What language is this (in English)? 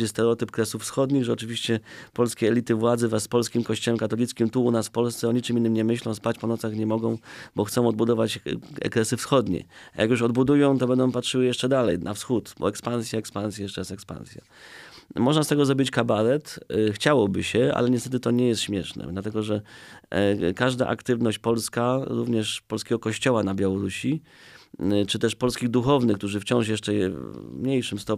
Polish